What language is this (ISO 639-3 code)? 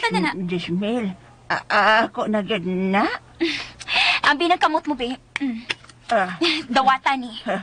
ceb